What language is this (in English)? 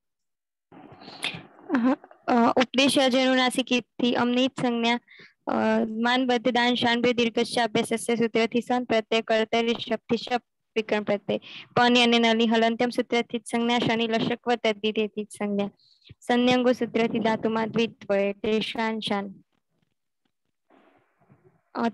Gujarati